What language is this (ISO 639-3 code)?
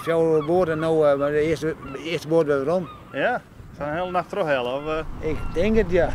fry